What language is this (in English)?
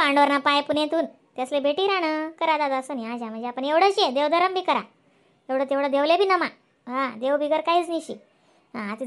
Khandesi